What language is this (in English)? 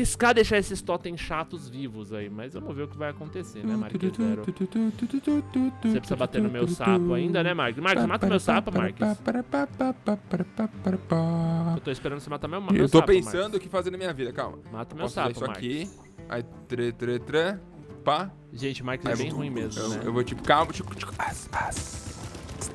Portuguese